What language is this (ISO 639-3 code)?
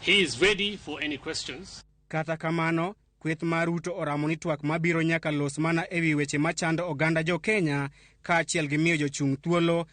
luo